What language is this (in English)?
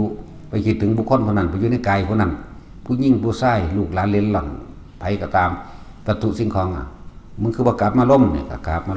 Northeastern Thai